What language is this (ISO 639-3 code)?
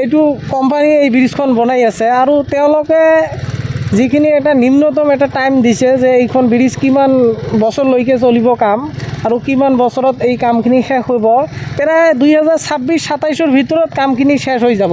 asm